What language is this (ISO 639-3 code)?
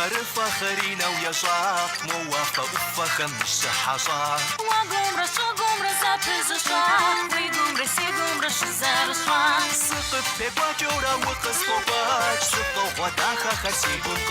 kbd